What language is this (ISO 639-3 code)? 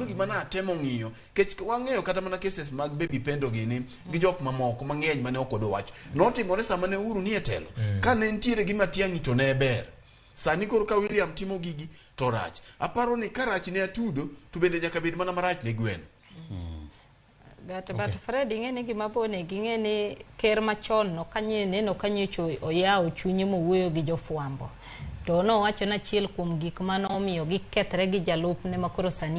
luo